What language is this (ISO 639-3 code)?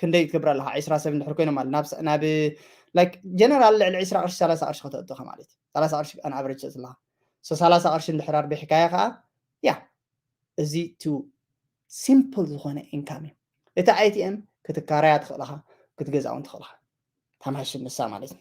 tir